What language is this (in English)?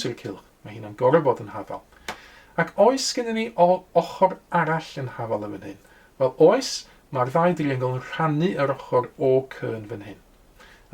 Welsh